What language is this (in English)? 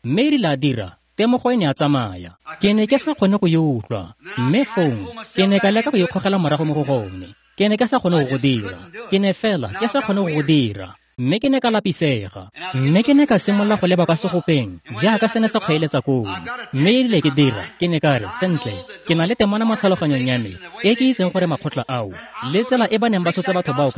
Tswana